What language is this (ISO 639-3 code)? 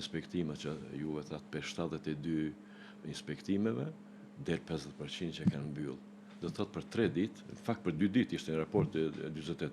sqi